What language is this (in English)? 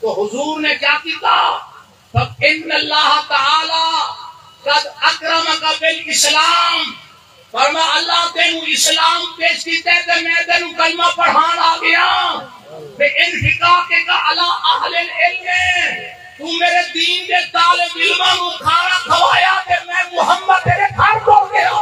Saraiki